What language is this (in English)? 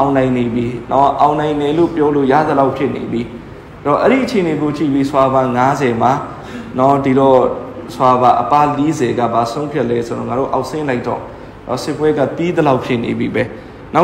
Burmese